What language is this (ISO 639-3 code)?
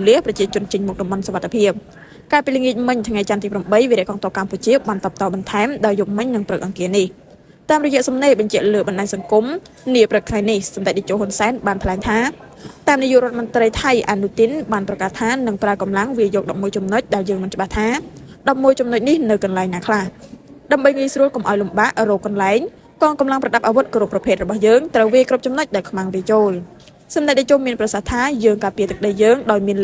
khm